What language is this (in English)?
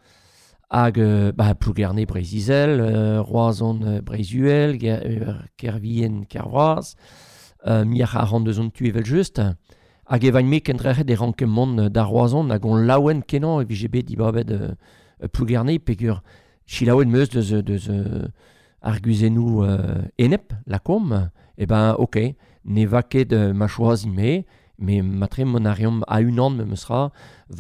Breton